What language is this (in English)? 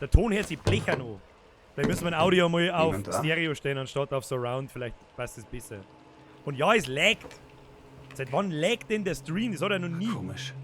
Bavarian